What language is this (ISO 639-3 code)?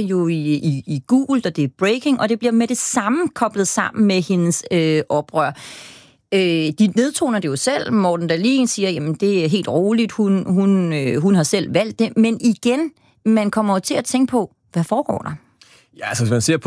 dan